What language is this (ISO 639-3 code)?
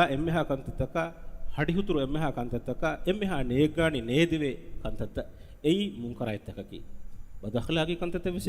div